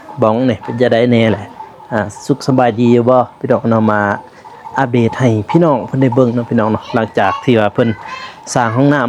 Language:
Lao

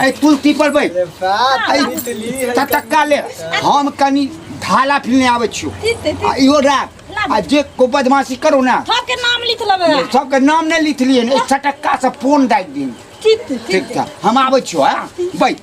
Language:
Maithili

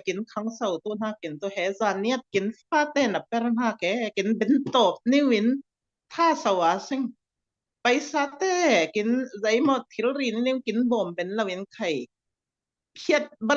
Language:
Falam Chin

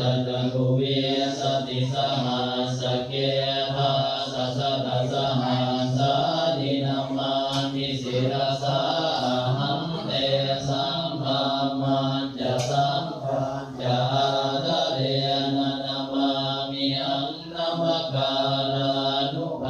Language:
Pali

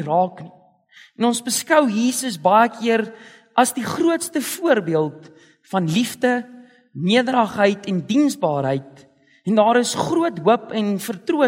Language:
Afrikaans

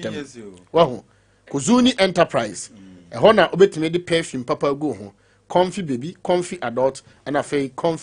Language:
Akan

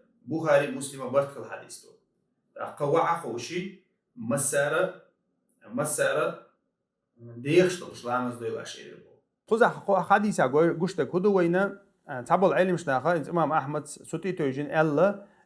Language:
Chechen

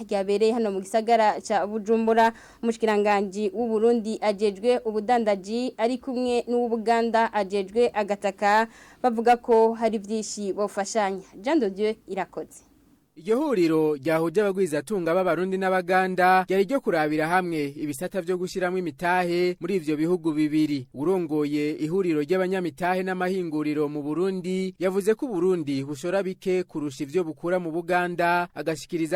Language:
Rundi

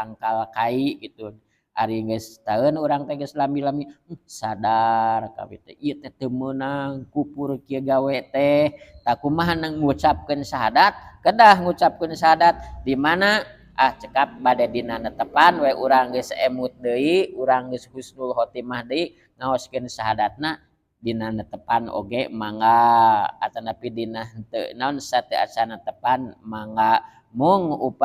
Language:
Sundanese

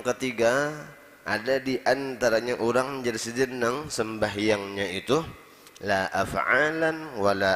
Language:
Banjar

